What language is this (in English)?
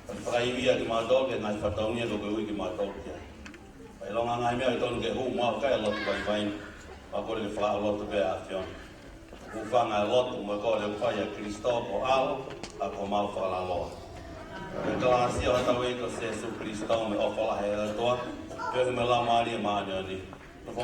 Tongan